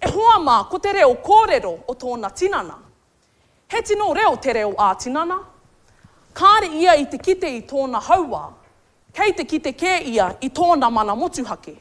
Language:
Māori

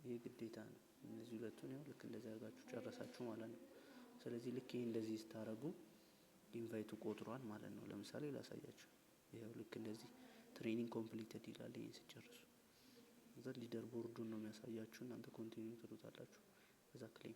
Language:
Amharic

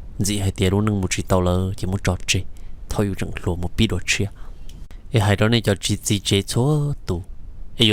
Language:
Hmong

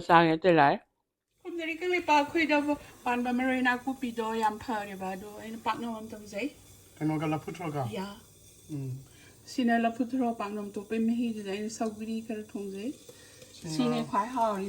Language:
Manipuri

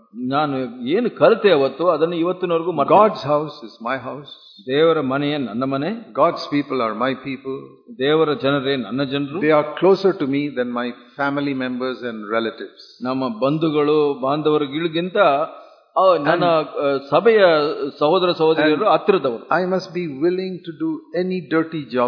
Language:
Kannada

